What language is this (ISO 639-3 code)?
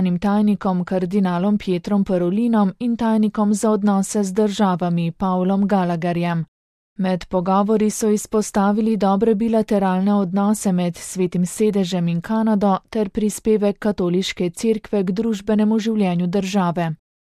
slv